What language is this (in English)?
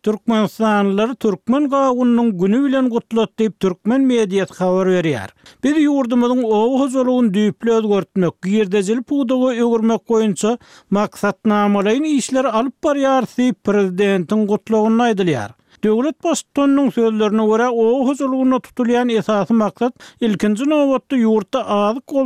Turkmen